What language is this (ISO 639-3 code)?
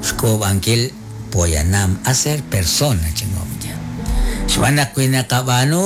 kek